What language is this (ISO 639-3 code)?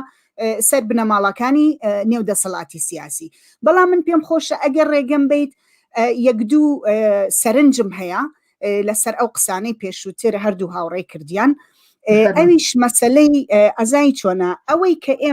ckb